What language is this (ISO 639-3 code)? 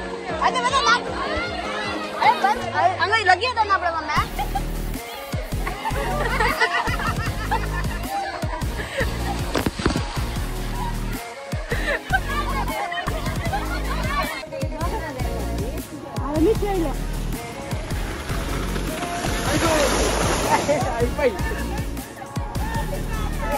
kan